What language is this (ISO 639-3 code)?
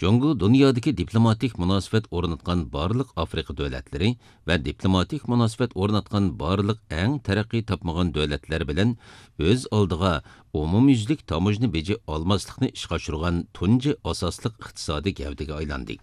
uig